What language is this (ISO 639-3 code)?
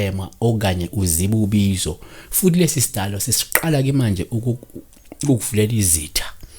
zul